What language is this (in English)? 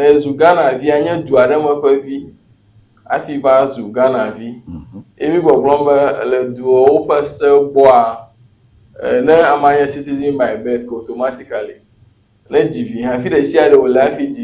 Ewe